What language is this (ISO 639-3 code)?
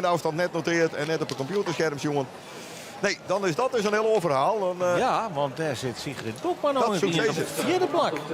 fry